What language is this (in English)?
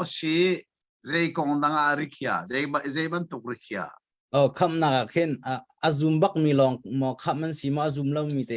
Hakha Chin